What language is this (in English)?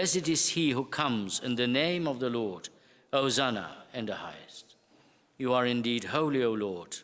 English